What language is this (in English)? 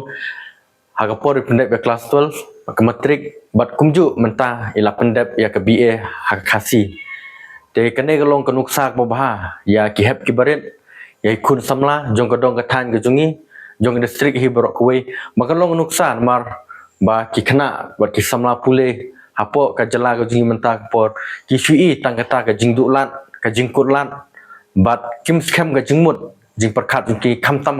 Khasi